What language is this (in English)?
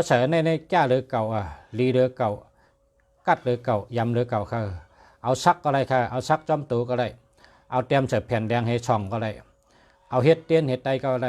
Shan